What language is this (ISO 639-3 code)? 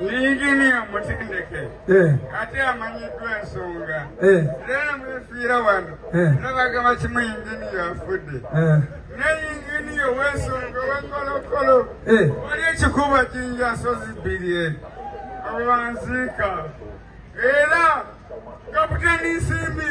lug